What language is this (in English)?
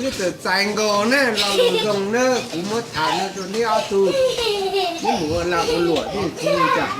Hmong